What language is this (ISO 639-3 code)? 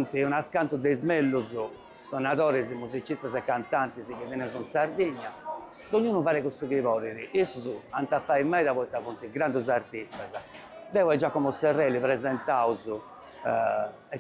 srd